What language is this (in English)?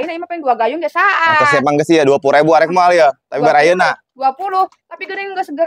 Sundanese